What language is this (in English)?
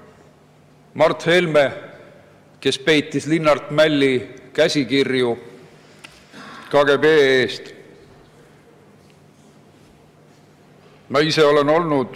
Estonian